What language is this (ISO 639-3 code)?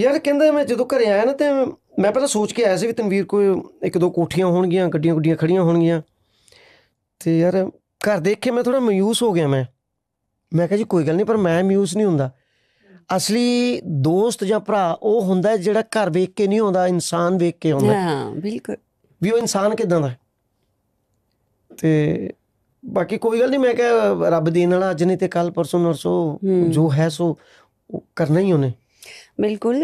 pan